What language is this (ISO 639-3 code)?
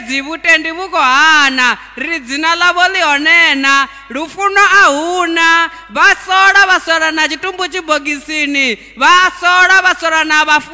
ven